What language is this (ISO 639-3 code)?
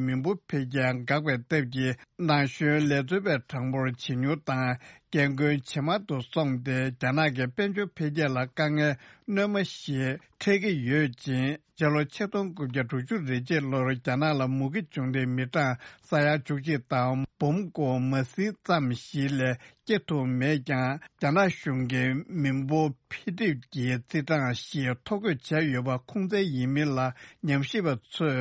bod